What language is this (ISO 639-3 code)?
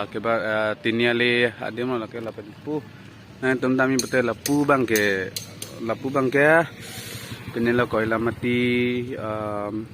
mjw